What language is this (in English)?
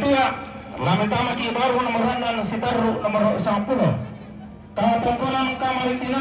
Toraja-Sa'dan